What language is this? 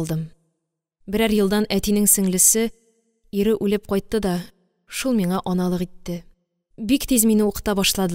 Tatar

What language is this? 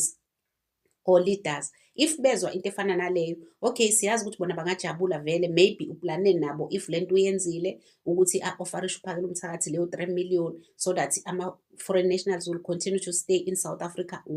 Zulu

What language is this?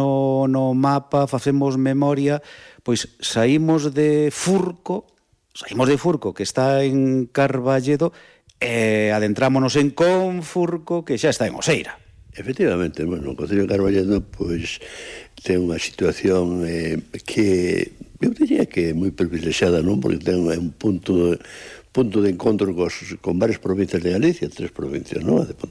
Galician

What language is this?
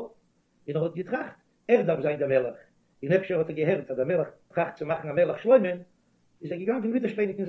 Yiddish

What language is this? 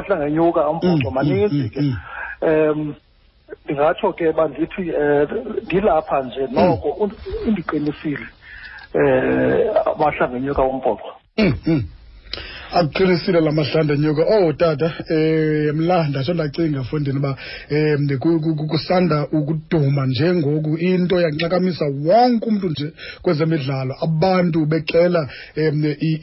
Xhosa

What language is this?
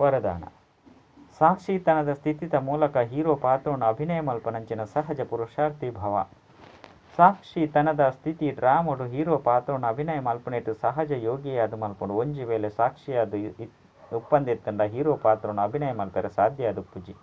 Tulu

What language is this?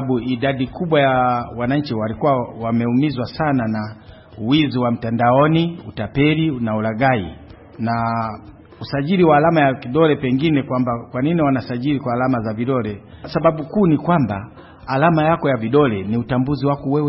Swahili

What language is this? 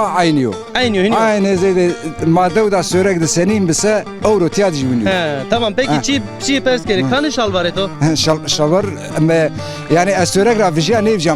Zaza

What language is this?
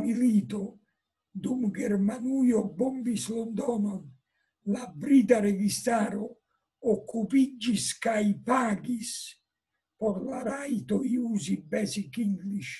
Esperanto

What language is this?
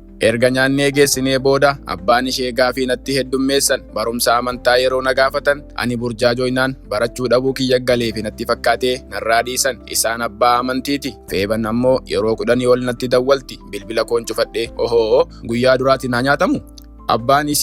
Oromo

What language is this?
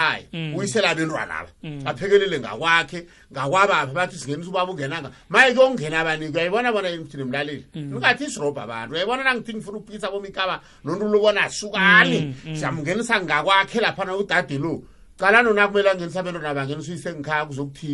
South Ndebele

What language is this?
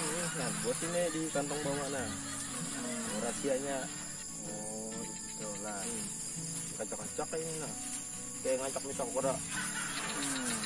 Banjar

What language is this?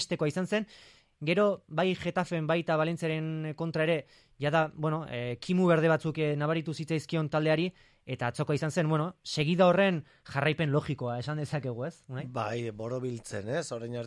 Basque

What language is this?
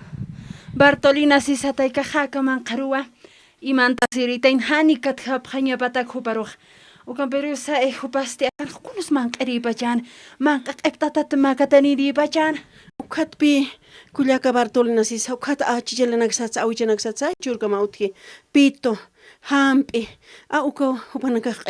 Aymara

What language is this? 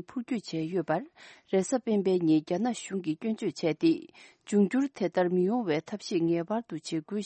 Tibetan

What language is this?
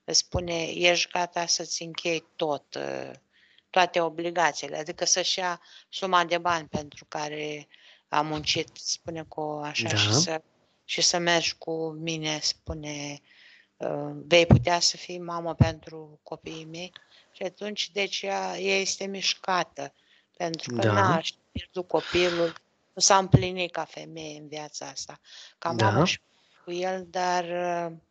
Romanian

